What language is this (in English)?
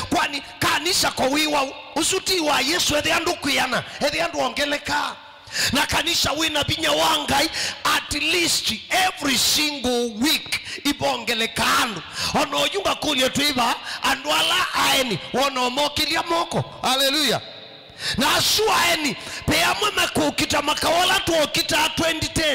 Kamba